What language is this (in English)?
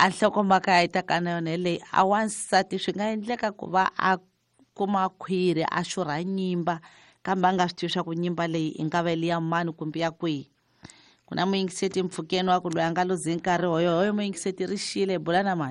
Tsonga